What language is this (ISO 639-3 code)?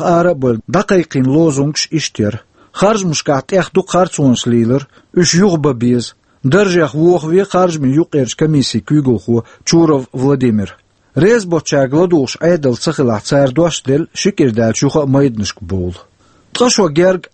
che